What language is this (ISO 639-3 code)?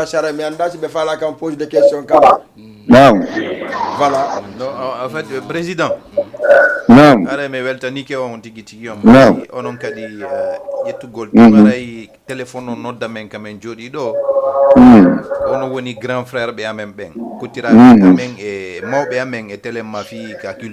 ful